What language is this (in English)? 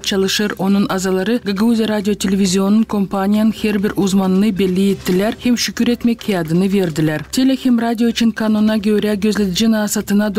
Gagauz